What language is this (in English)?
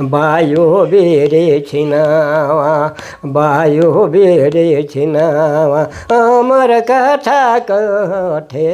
Sadri